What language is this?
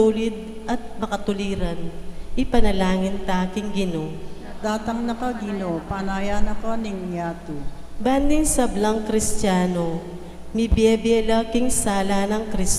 Pampanga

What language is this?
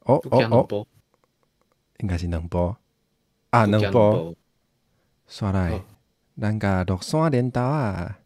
Min Nan Chinese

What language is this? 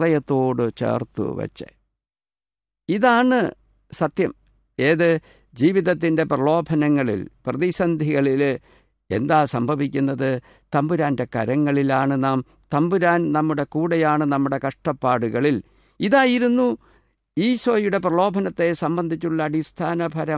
Malayalam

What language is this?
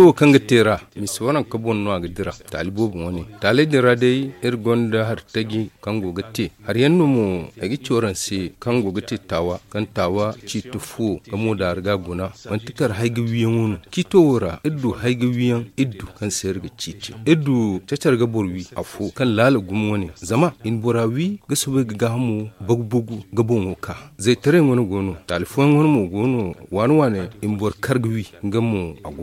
Zarma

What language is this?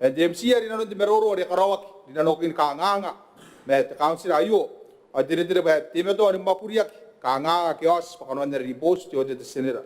Gilbertese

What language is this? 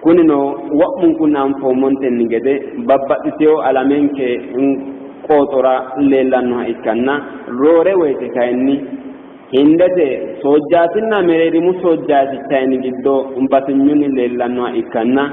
Sidamo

